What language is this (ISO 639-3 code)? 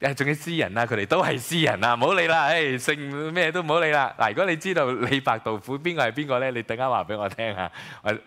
yue